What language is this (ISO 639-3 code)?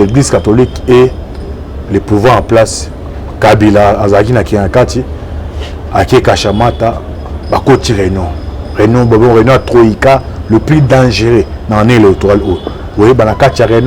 lin